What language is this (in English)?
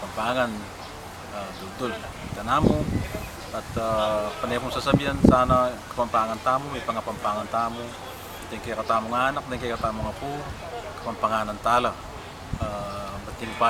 Pampanga